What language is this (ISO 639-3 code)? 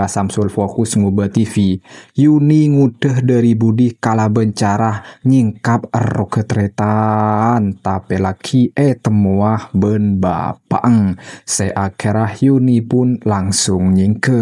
mad